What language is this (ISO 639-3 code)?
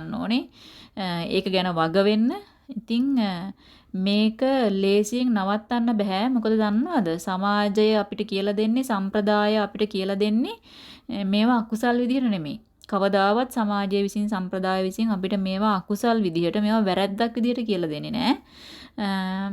sin